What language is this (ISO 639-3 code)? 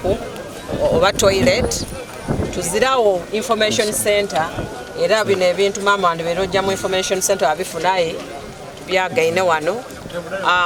xog